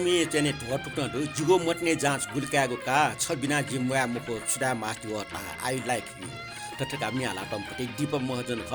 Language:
Newari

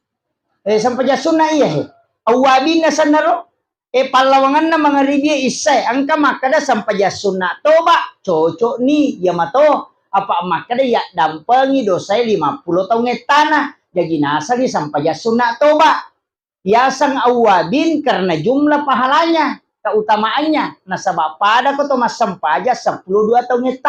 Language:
Buginese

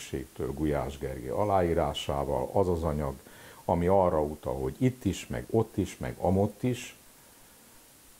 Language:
Hungarian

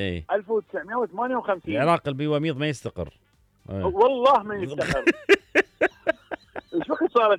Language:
Mesopotamian Arabic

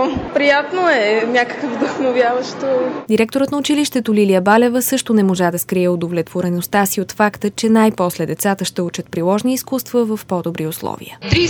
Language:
Bulgarian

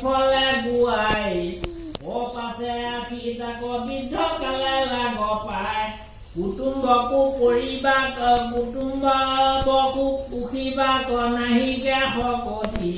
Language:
Assamese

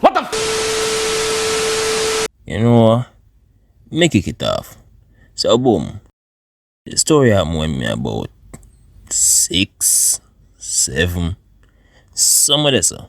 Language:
Jamaican Creole English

